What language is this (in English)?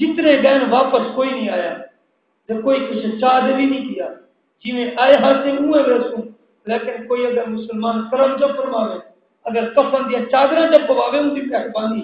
Saraiki